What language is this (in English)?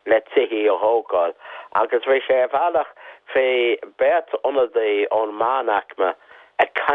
Irish